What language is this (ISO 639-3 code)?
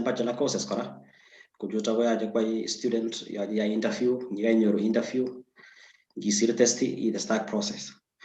kln